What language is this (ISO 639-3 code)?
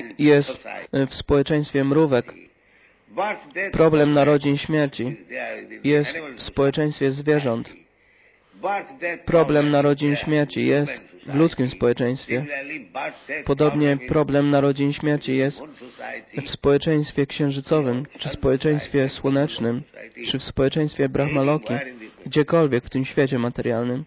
pol